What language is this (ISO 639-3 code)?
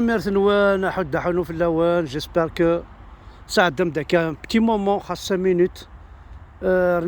kab